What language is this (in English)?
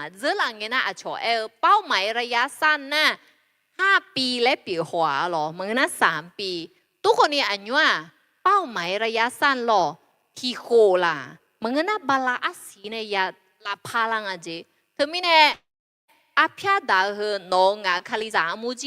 Akha